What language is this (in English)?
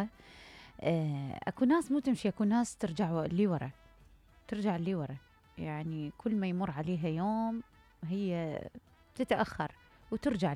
Mesopotamian Arabic